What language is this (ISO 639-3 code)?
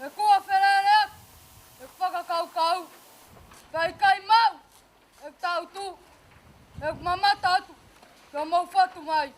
ton